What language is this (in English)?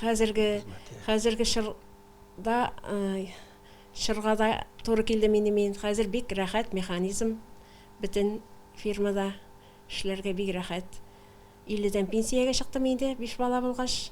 Tatar